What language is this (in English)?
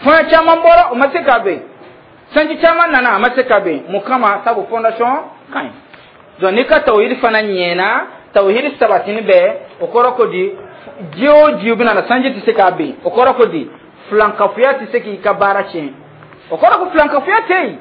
Dyula